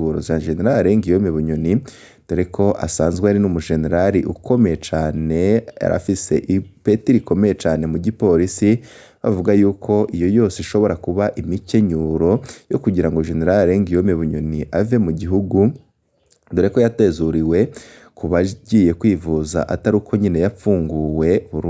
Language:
Rundi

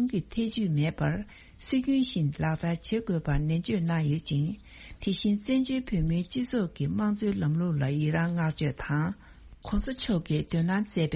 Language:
Tibetan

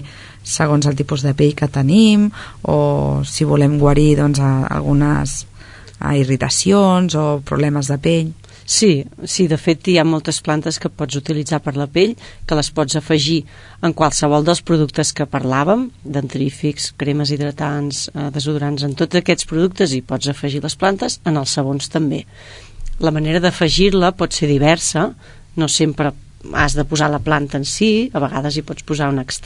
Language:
Catalan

